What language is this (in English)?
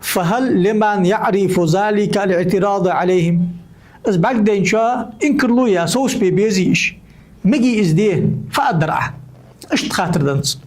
Ingush